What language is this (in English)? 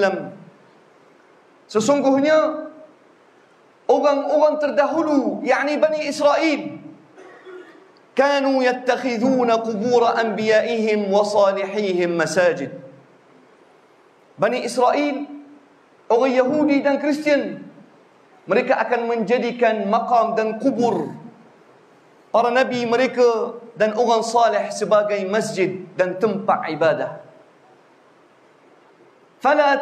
Malay